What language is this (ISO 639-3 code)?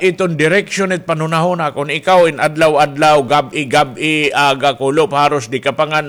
war